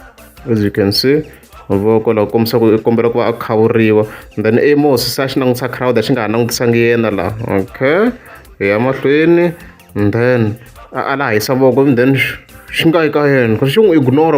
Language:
Tsonga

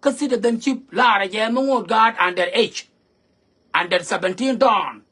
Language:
Nuer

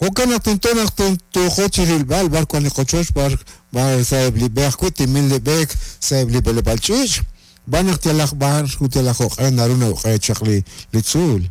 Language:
Kekchí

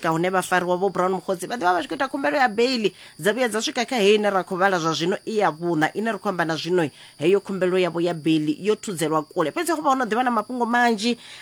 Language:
Venda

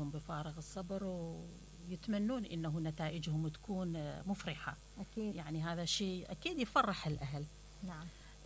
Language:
Mesopotamian Arabic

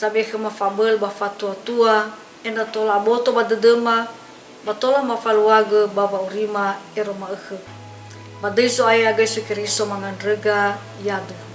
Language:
Nias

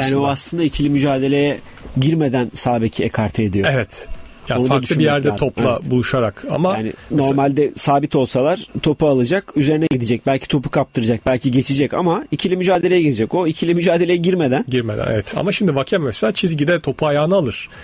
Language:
Turkish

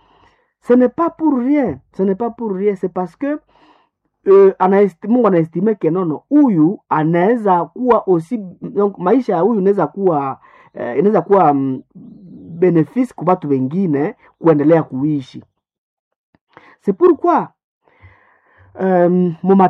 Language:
Swahili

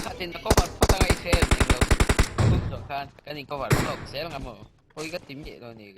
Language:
Mizo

